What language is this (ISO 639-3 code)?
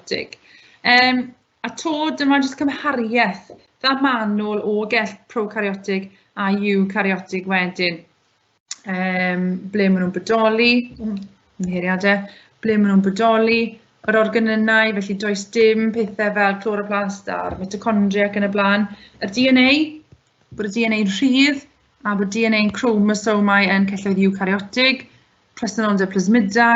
cym